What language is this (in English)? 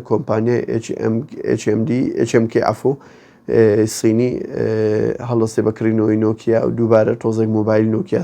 Central Kurdish